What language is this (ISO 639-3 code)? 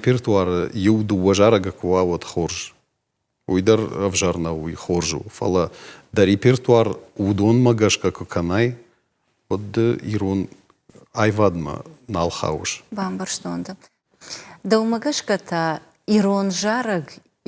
oss